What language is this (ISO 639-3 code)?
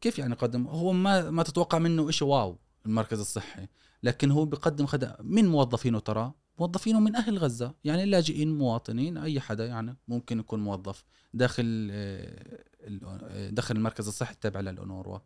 afb